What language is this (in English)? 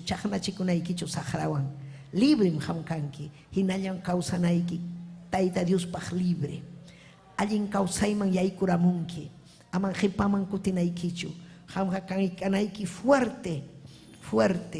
Ayacucho Quechua